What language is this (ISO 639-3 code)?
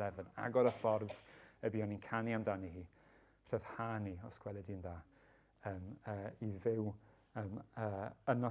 cym